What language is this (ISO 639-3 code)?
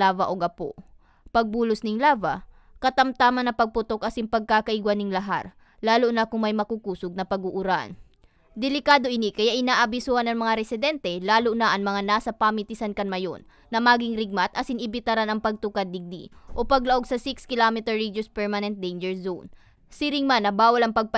bik